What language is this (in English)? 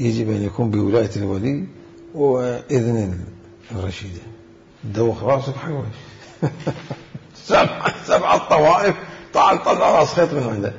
Mesopotamian Arabic